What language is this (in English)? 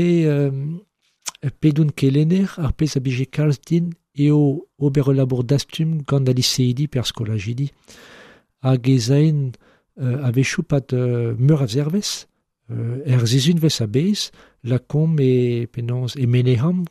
Breton